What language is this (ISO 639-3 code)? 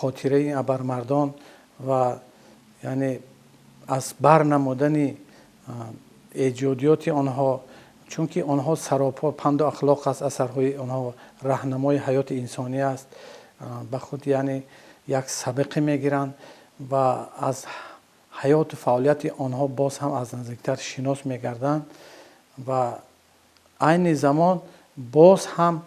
tgk